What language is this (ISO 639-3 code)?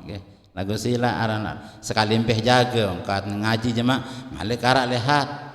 sas